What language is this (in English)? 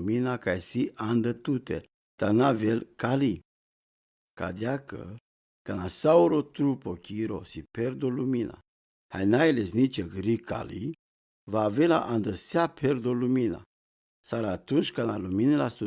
Romany